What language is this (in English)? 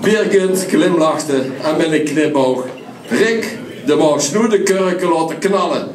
Limburgish